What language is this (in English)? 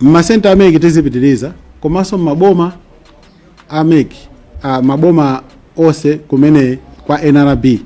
Nyanja